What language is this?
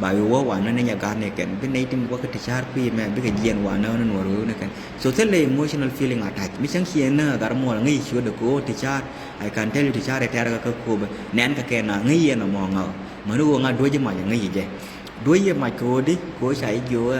Nuer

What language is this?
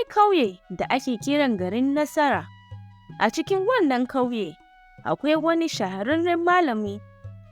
Hausa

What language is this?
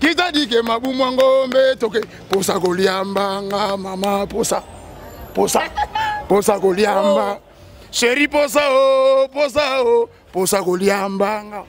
Lingala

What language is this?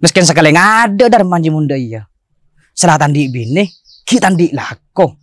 Madurese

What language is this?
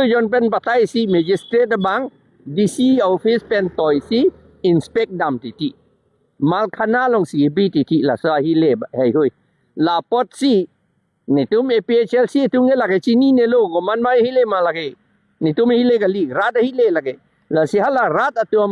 Karbi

